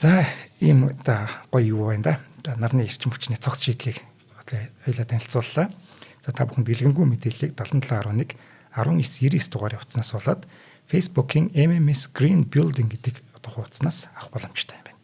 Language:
Mongolian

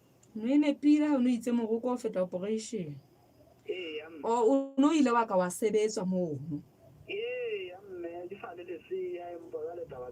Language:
Southern Sotho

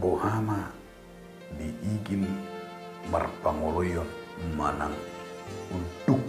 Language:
Batak Toba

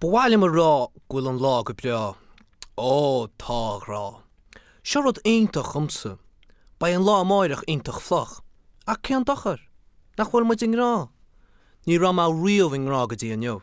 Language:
Irish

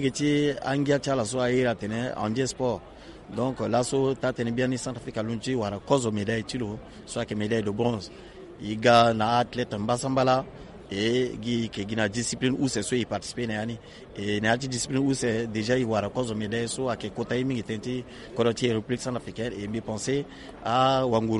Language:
Sango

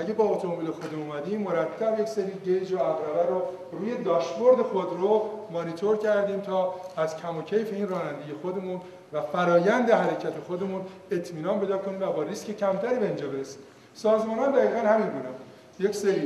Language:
Persian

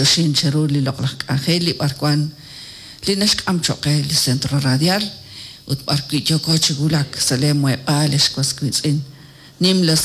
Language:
Kekchí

